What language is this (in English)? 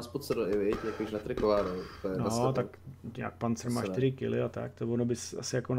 Czech